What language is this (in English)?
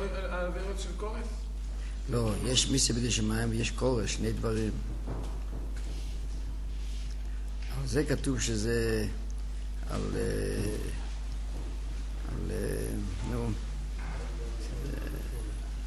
Hebrew